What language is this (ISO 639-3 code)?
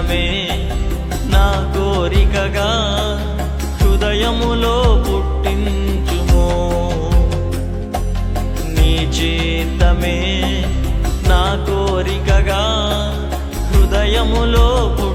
tel